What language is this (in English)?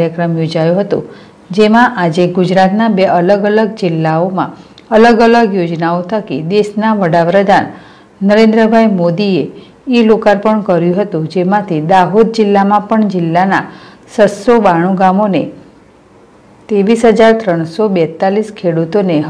Gujarati